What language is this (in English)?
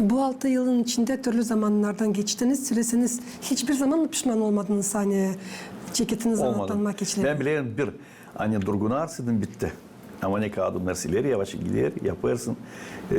Gagauz